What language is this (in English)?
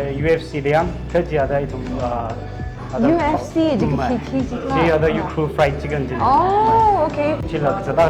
Tangkhul Naga (India)